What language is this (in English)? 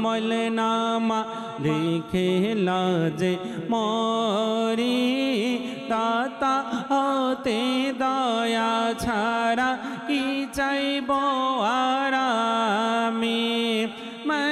Bangla